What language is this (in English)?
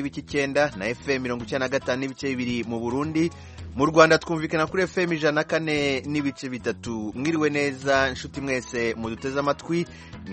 Kinyarwanda